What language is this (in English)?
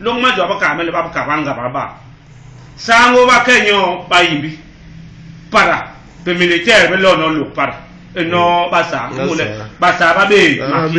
Basaa